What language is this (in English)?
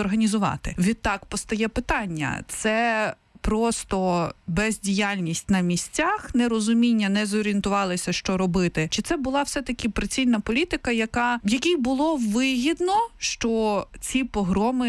Ukrainian